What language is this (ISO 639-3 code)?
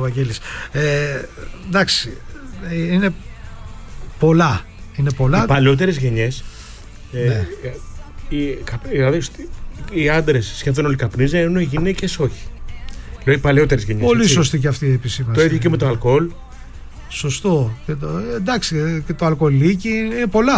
ell